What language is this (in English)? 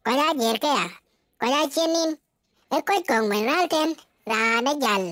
Dinka